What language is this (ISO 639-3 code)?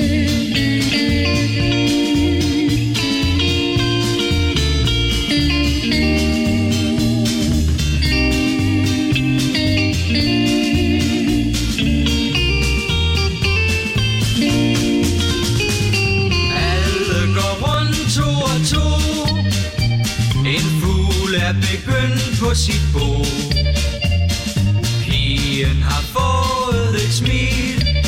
dan